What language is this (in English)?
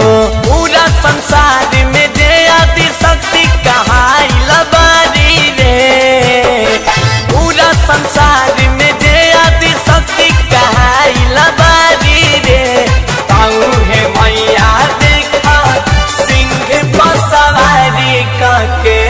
Bhojpuri